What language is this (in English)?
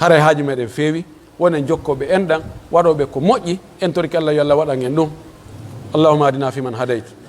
Pular